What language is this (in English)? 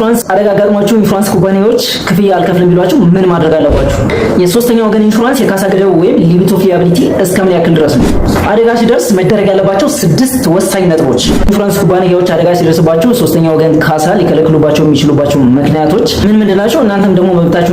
Amharic